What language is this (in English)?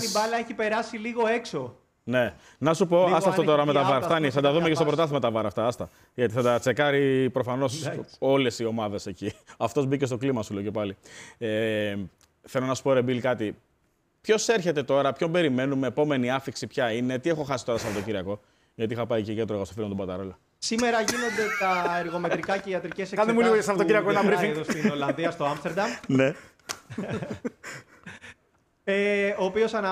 Greek